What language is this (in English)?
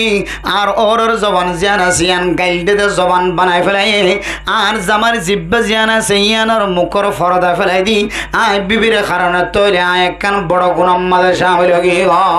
Rohingya